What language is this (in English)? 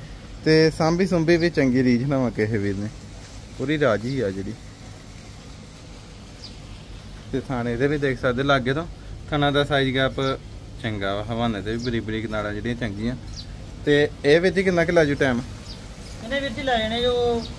Punjabi